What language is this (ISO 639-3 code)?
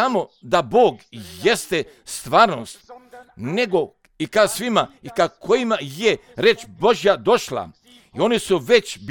hrv